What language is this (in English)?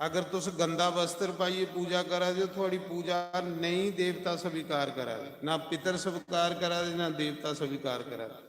Dogri